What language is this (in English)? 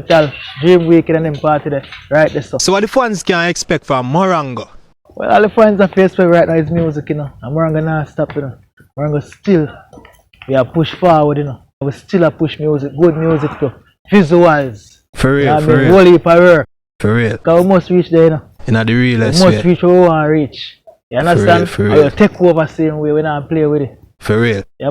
Jamaican Creole English